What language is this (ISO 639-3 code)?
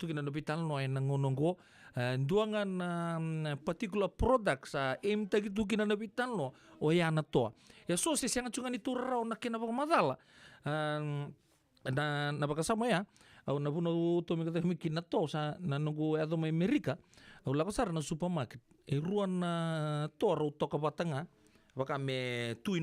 fij